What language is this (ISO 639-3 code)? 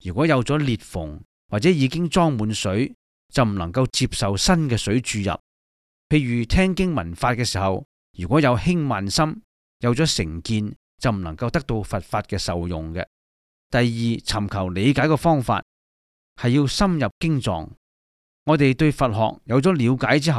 yue